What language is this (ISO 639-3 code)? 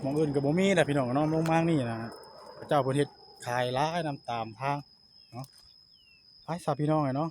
tts